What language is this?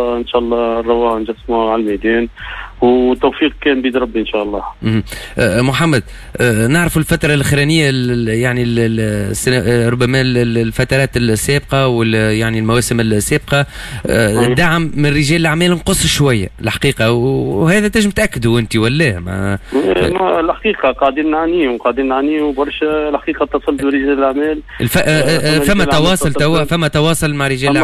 Tunisian Arabic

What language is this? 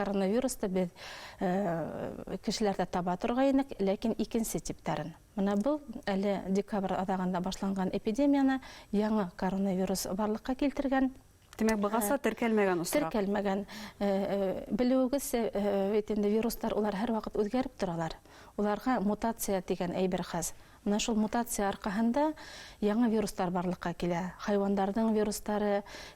Bashkir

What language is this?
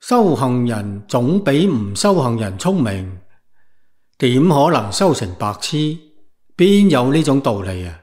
Cantonese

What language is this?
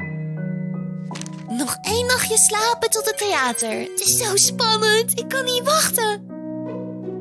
Dutch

